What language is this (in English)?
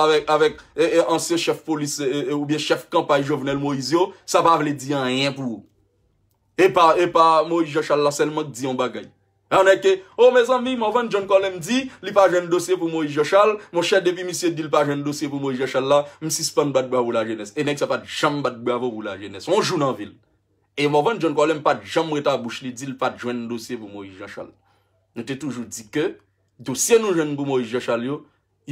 Haitian Creole